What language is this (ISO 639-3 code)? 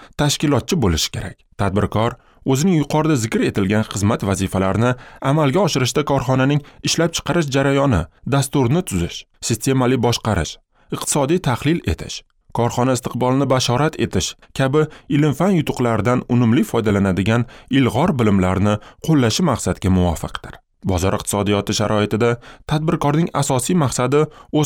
uzb